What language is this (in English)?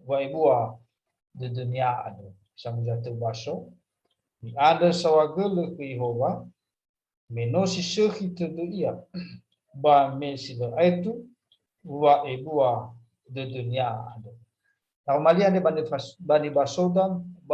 Nias